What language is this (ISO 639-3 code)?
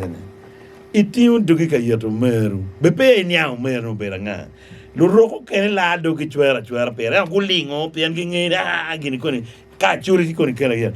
ach